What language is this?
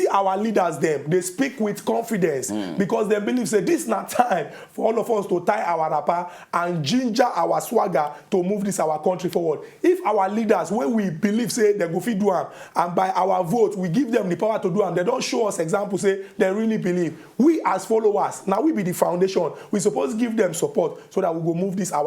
Nigerian Pidgin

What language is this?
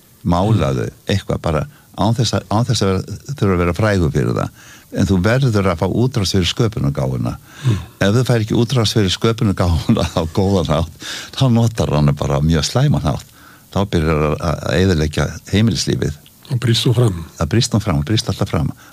Icelandic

